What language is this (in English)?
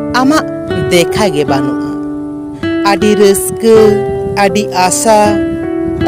Santali